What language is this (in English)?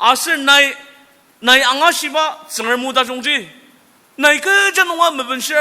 Ao Naga